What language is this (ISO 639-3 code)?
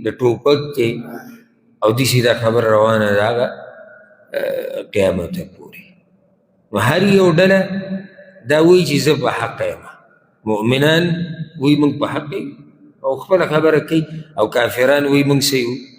pus